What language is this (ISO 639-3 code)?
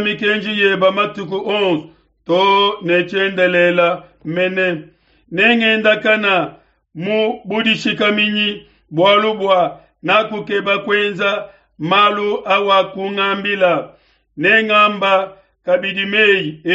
lua